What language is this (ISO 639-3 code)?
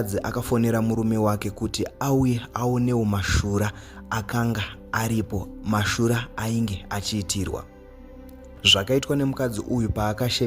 sna